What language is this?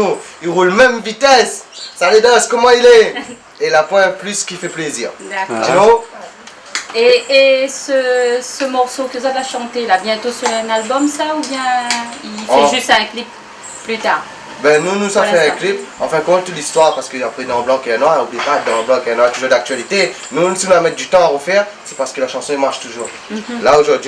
Réunion Creole French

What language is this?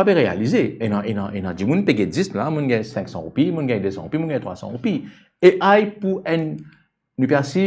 Morisyen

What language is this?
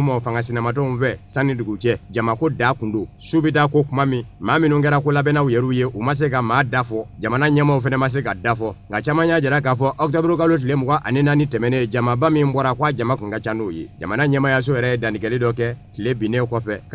Bambara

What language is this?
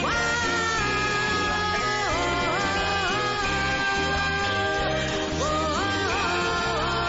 Basque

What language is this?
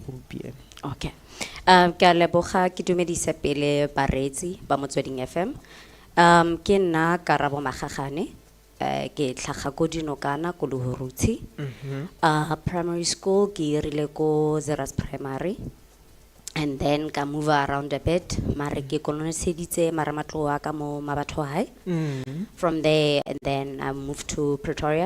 Tswana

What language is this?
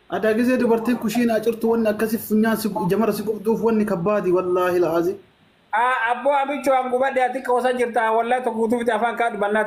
Oromo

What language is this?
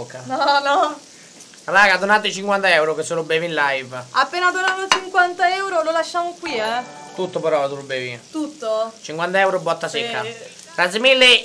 Italian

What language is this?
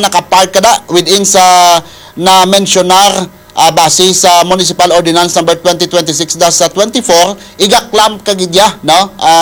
Hiligaynon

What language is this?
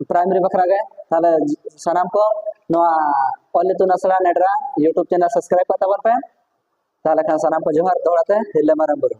Santali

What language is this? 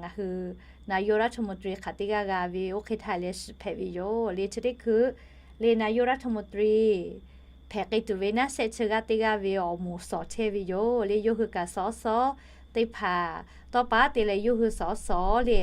Lahu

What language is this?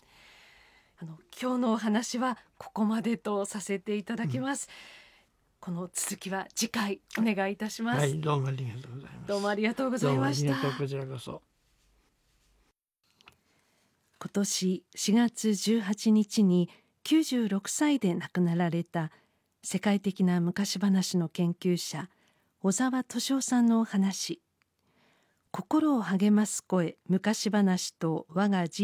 Japanese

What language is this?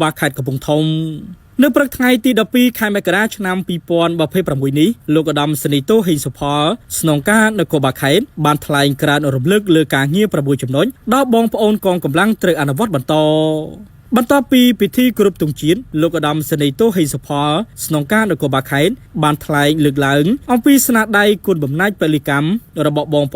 Khmer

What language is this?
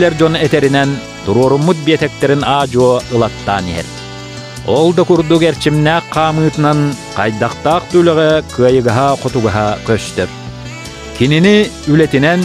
Yakut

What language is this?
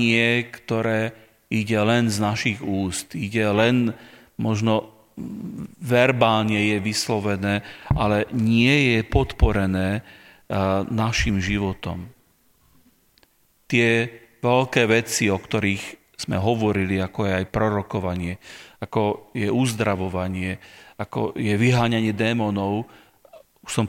Slovak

